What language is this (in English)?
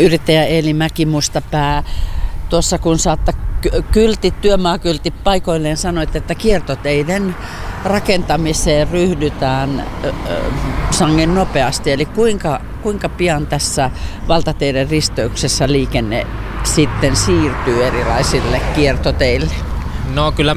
Finnish